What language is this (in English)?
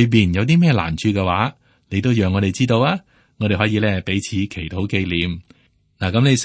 Cantonese